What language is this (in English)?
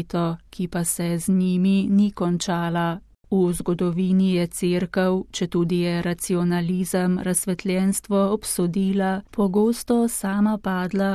Slovenian